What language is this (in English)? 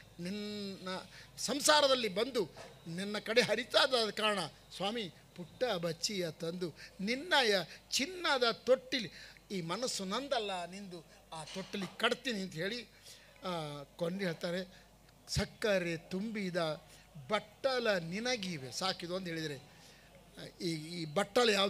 Kannada